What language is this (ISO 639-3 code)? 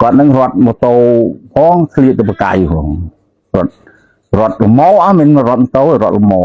khm